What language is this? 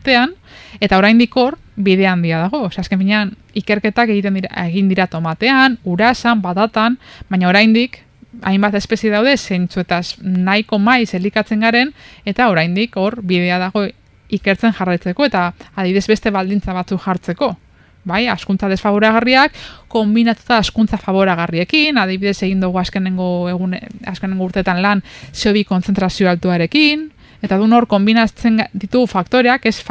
Basque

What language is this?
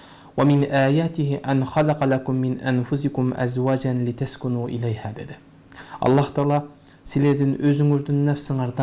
Kyrgyz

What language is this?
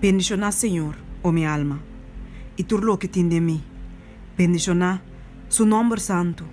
Papiamento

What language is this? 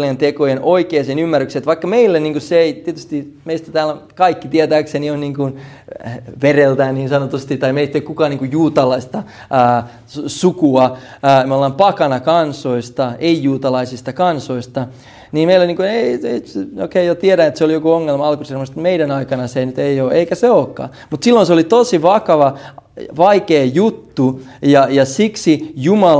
Finnish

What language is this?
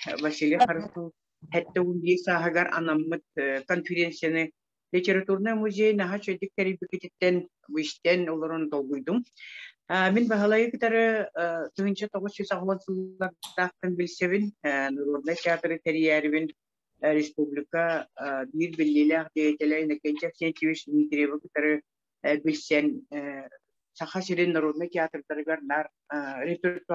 Yakut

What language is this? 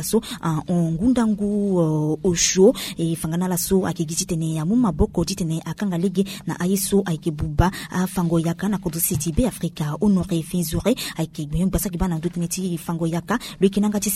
Sango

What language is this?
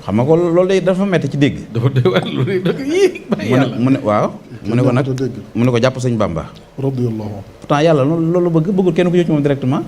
Wolof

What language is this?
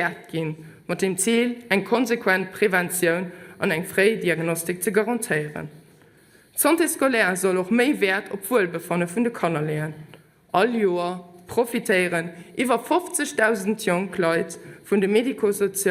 Luxembourgish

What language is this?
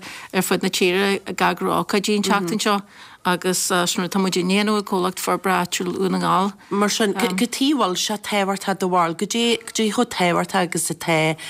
Irish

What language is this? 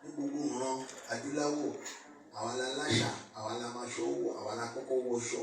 Yoruba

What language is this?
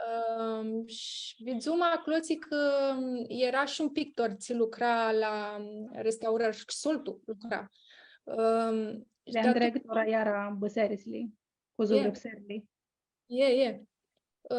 Aromanian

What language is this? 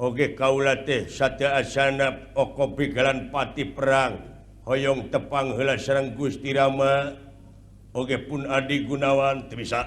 Sundanese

